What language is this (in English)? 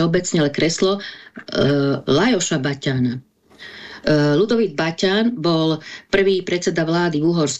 Slovak